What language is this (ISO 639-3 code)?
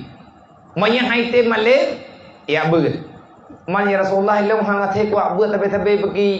ace